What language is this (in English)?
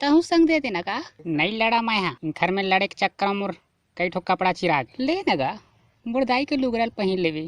Chhattisgarhi